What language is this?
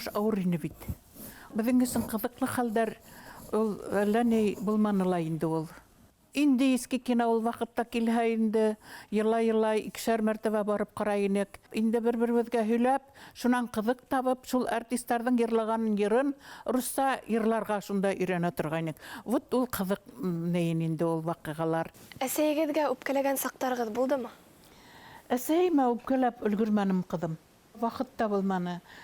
Bashkir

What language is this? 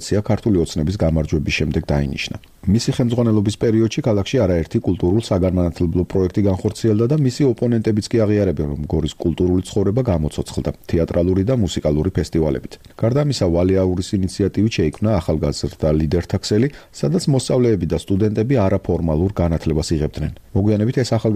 Georgian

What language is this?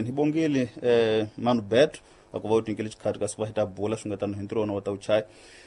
Tsonga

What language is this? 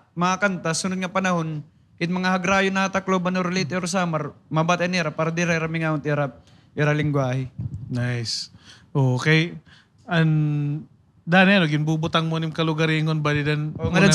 Waray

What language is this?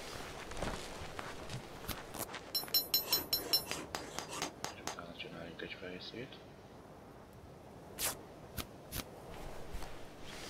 Hungarian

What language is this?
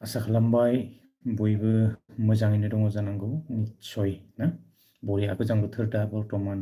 Bodo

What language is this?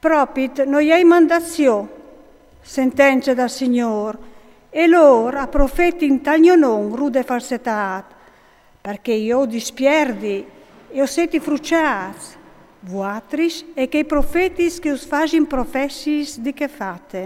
Friulian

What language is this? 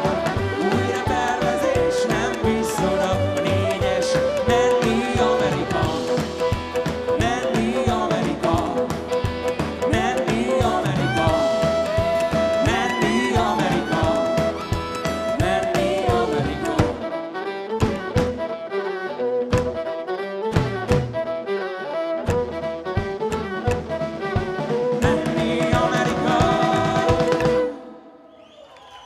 Hungarian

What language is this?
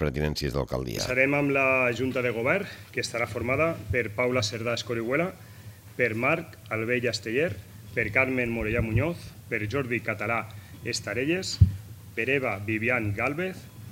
Catalan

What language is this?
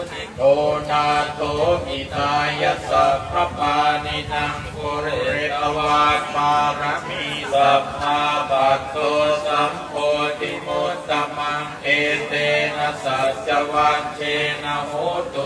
Pali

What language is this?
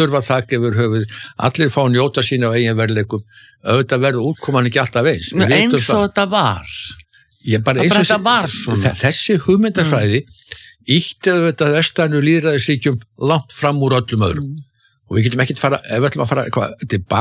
Icelandic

